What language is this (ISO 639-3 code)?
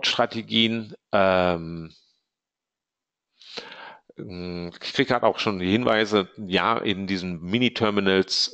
deu